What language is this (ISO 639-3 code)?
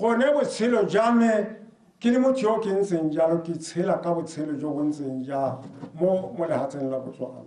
tsn